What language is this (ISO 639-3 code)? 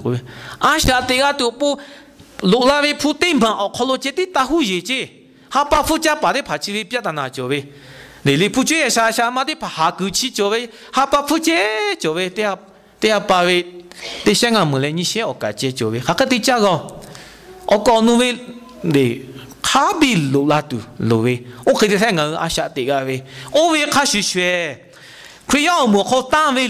lhu